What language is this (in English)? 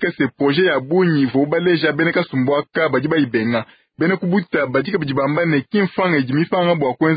Luba-Lulua